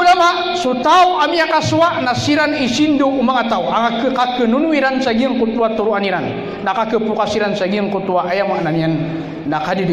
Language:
Maranao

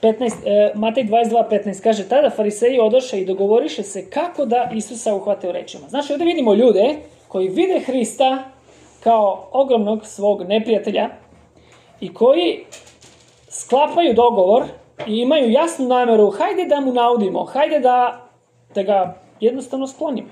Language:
Serbian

